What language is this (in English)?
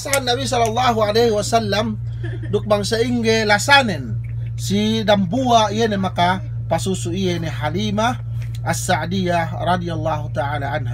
Yakan